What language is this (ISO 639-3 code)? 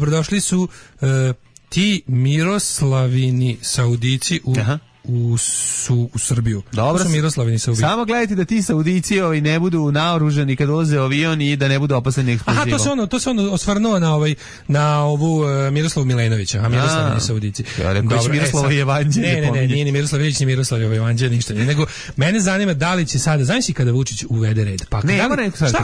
srp